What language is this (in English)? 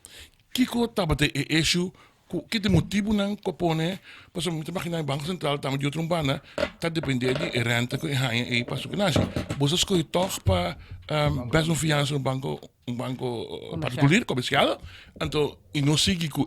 Papiamento